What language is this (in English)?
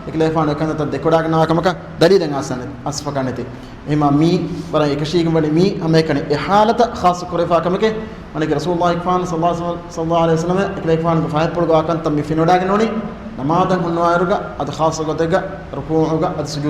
Divehi